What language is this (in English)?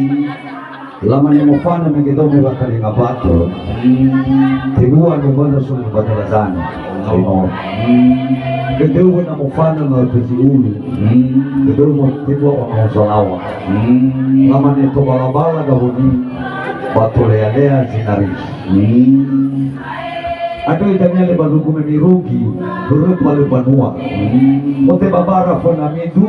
Nias